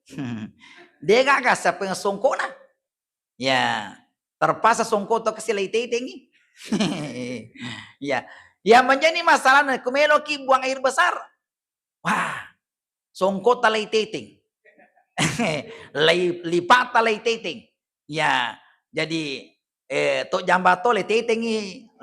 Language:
Buginese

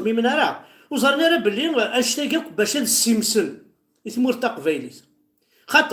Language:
Kabyle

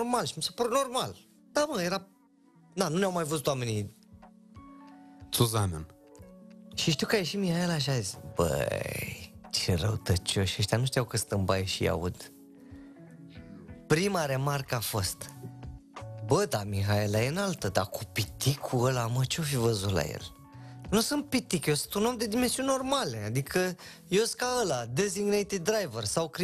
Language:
Romanian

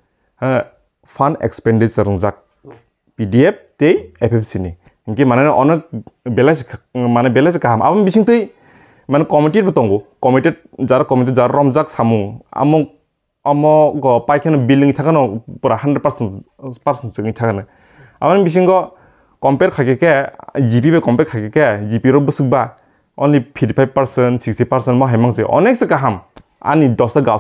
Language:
Kok Borok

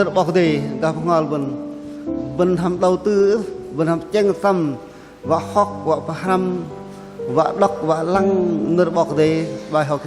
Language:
Bahnar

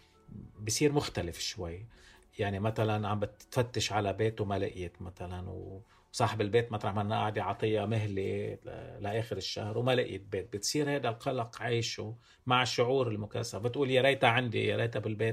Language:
North Levantine Arabic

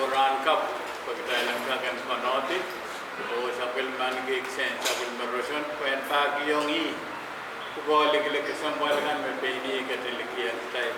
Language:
Pohnpeian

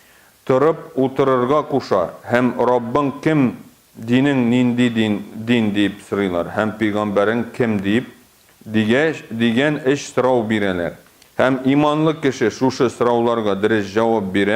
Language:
Tatar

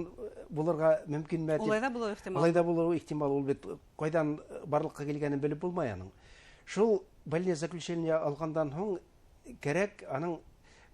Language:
Bashkir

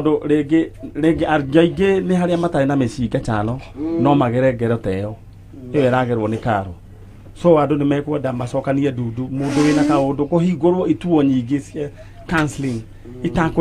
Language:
Kikuyu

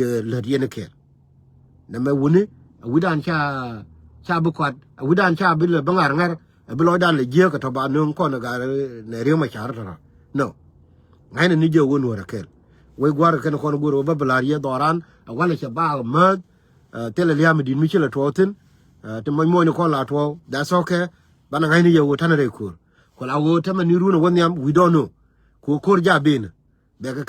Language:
Nuer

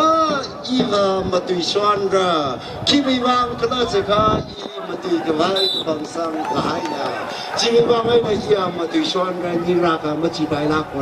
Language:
Tangkhul Naga (India)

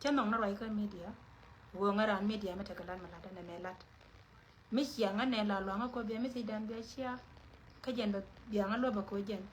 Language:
Nuer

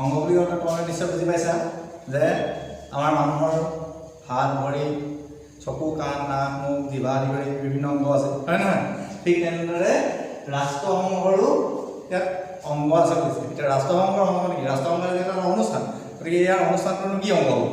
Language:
Assamese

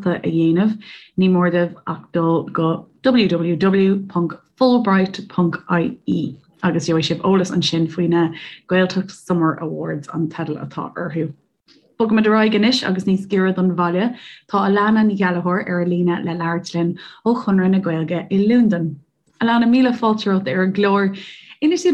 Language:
Irish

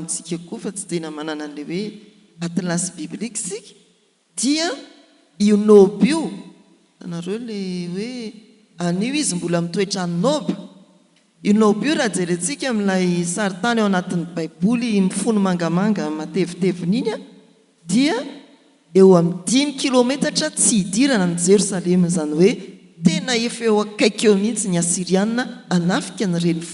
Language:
Malagasy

